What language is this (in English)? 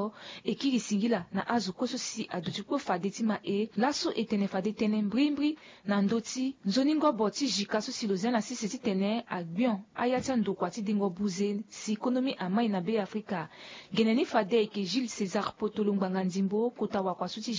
Sango